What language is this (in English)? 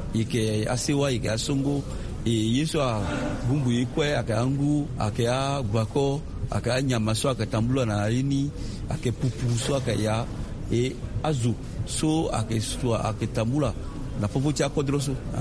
Sango